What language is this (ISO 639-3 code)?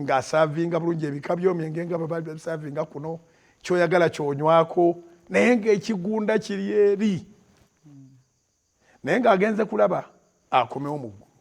lug